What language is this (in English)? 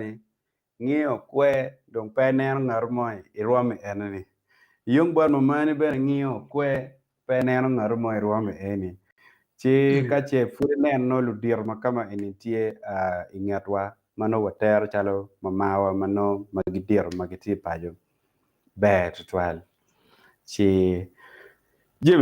Acoli